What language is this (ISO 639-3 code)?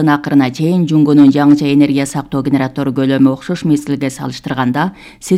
kir